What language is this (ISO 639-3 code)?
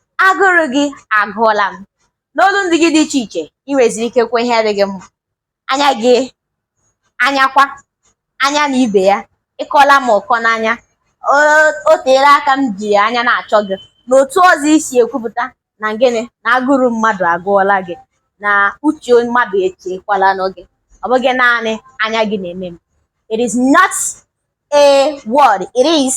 ibo